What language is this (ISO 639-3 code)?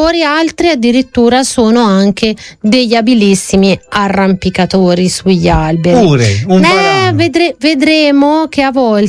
ita